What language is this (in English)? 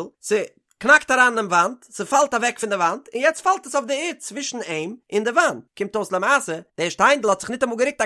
Yiddish